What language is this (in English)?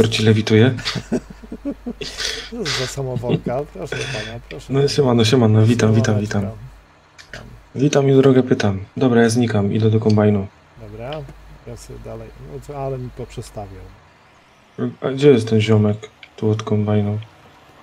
Polish